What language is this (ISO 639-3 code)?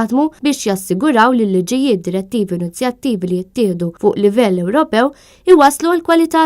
mlt